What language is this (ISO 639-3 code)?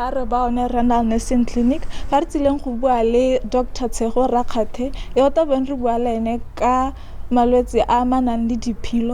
tsn